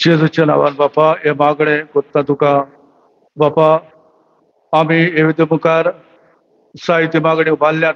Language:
Konkani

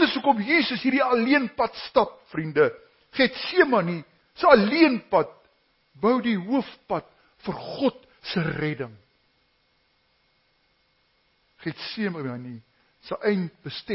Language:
Afrikaans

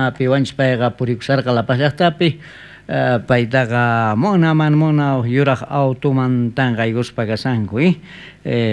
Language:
South Bolivian Quechua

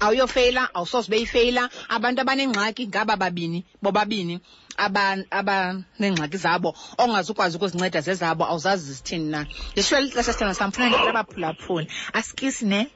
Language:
Xhosa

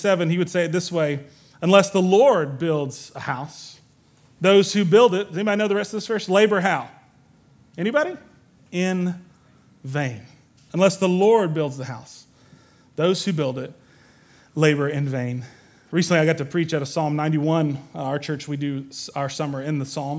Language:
English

